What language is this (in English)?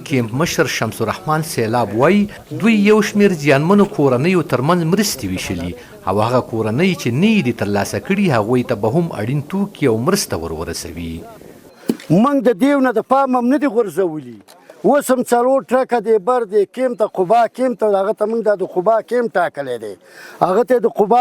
Pashto